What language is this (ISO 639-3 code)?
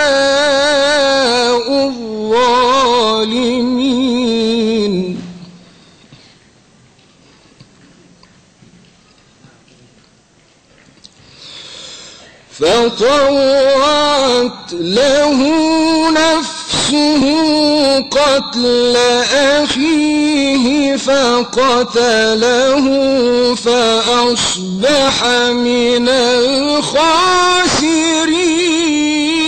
ara